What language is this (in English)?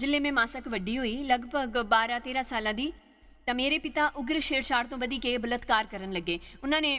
Dogri